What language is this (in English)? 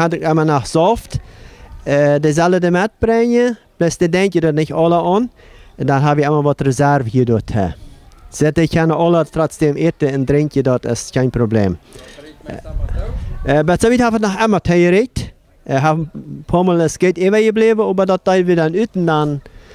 Plautdietsch